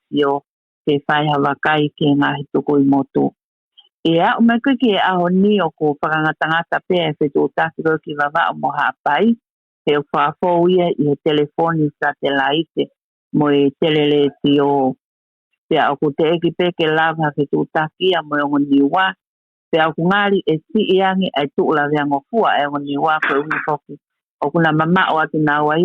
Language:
Tongan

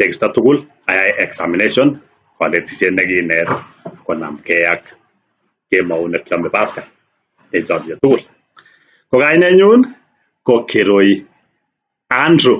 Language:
Kalenjin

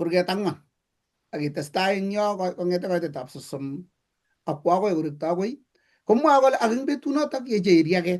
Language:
Kalenjin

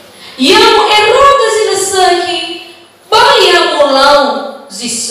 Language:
Nias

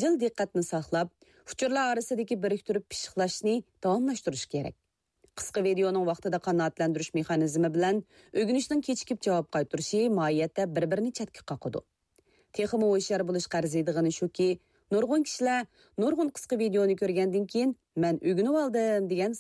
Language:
Uyghur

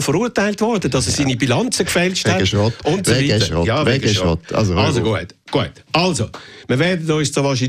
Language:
German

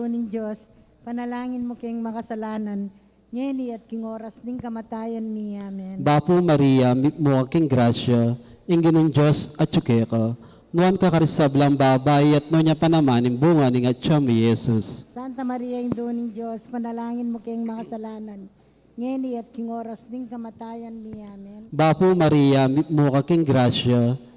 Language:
Pampanga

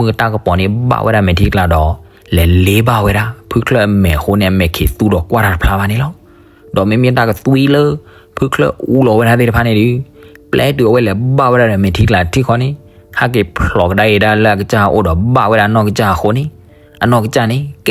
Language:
S'gaw Karen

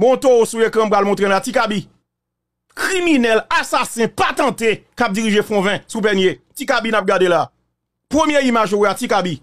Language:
Haitian Creole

